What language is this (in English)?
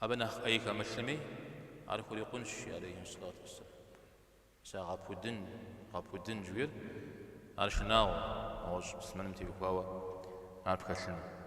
Kabardian